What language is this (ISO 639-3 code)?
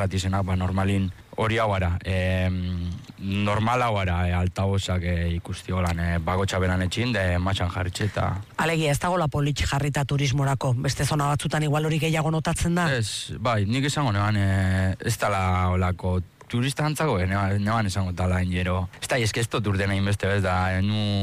eus